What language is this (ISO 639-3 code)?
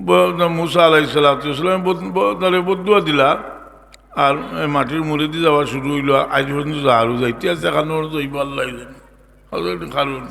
syl